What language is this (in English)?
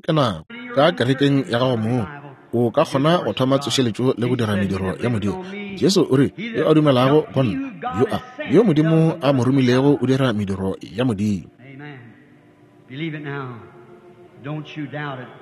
Northern Sotho